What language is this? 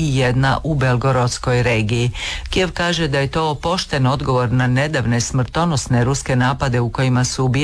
Croatian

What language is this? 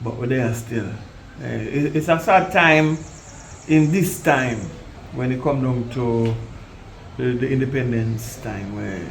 Jamaican Creole English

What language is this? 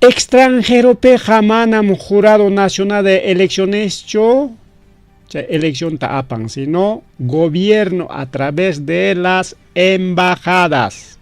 Ayacucho Quechua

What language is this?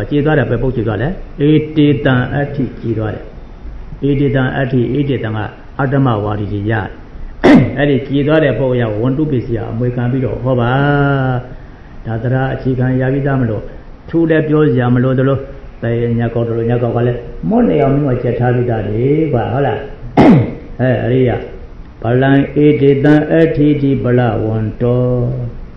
Burmese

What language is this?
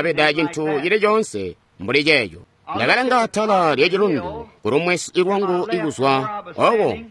Tonga (Zambia)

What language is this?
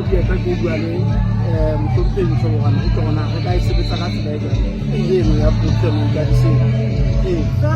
Southern Sotho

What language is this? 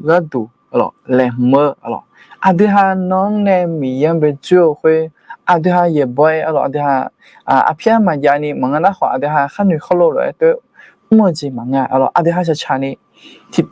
Akha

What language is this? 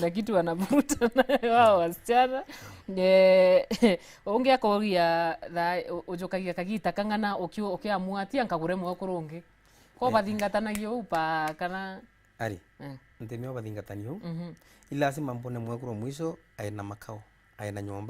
Meru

